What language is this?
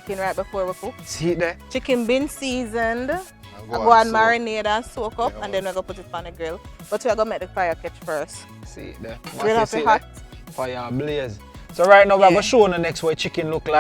Jamaican Creole English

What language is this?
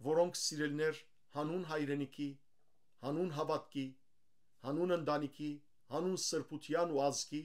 Western Armenian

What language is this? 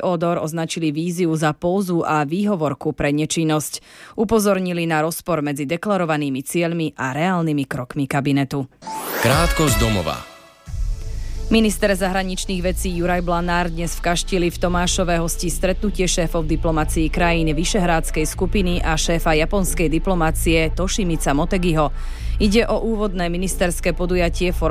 Slovak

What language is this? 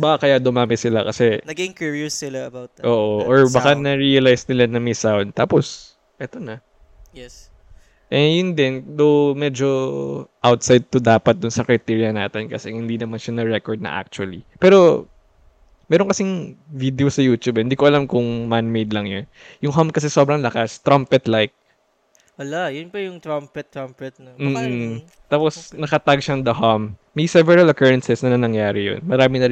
Filipino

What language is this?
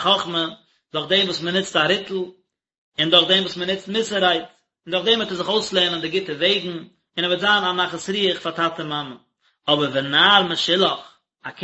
Yiddish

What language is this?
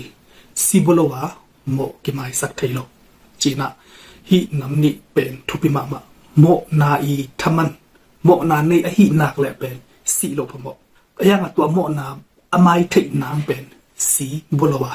Tedim Chin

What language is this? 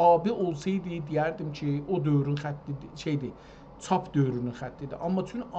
South Azerbaijani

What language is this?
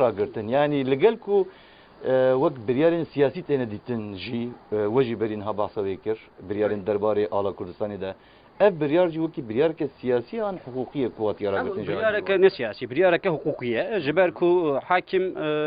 Kurdish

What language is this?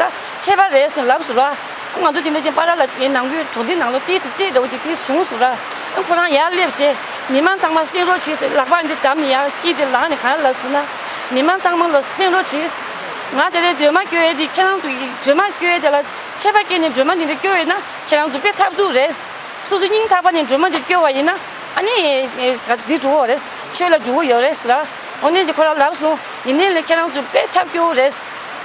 Tibetan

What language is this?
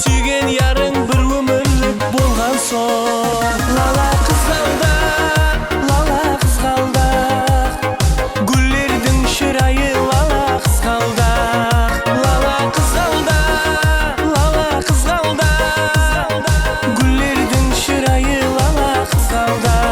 Kara-Kalpak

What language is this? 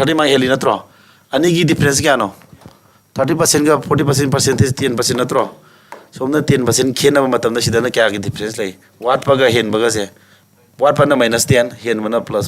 Manipuri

